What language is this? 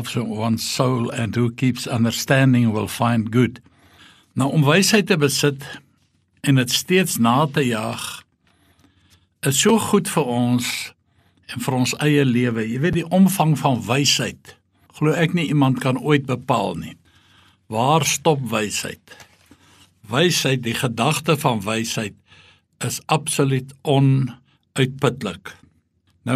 Afrikaans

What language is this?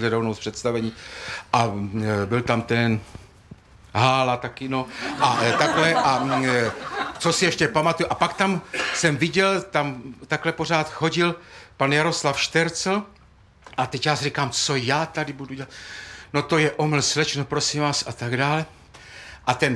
Czech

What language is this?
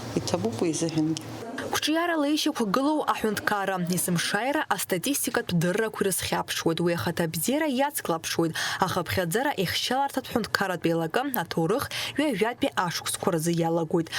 Abkhazian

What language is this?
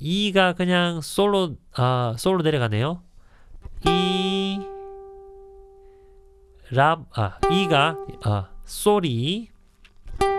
Korean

